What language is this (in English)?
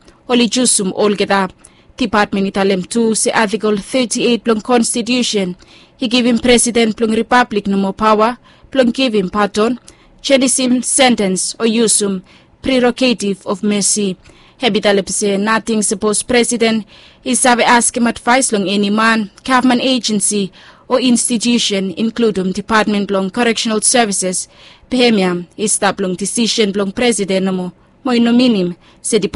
Bislama